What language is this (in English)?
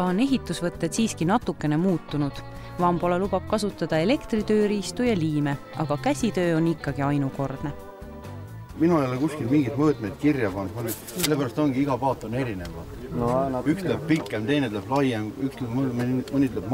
Estonian